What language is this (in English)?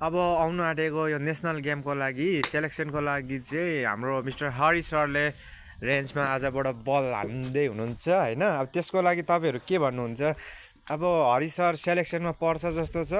Nepali